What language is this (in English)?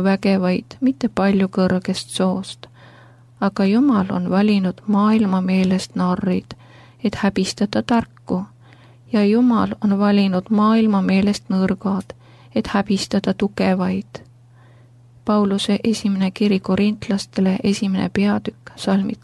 Estonian